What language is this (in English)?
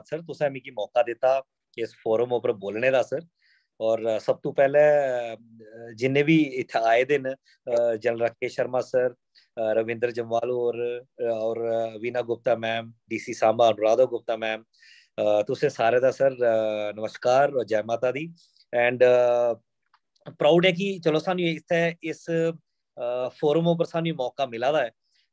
Dogri